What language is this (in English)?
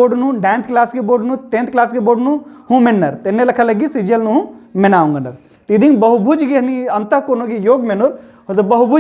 Kurukh